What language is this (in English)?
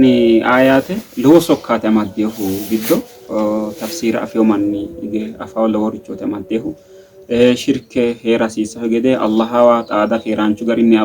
Sidamo